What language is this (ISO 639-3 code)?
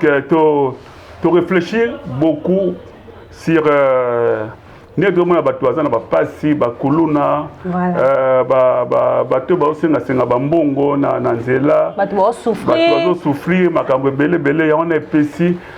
lin